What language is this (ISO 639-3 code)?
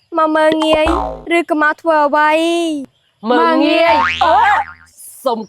khm